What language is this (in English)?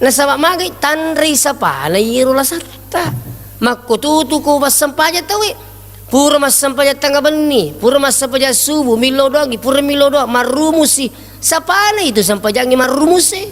Buginese